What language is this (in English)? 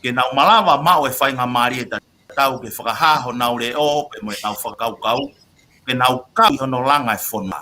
Tongan